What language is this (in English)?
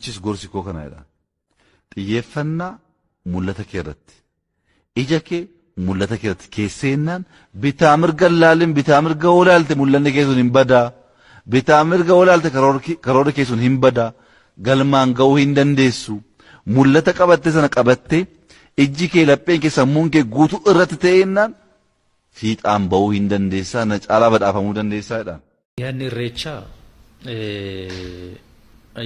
Oromo